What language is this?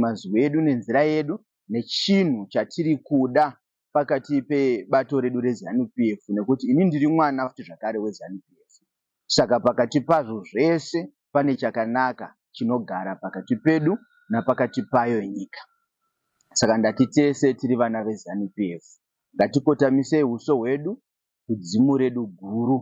Shona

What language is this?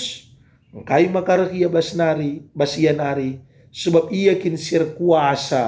Batak Karo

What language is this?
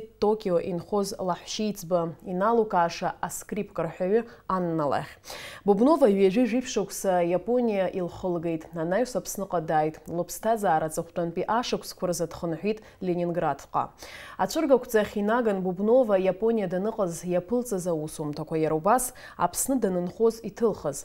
Abkhazian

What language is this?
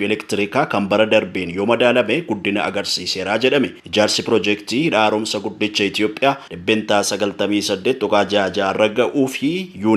Oromo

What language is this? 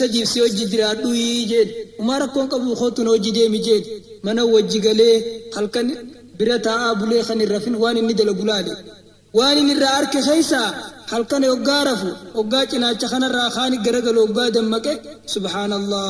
Oromo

